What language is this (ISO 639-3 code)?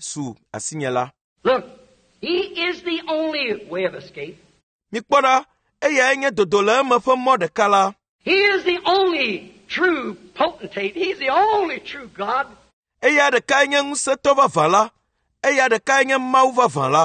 ewe